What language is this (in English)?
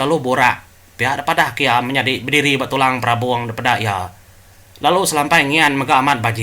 Iban